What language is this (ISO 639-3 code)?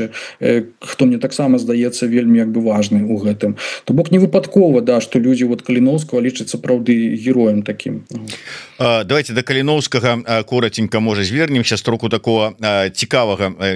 bel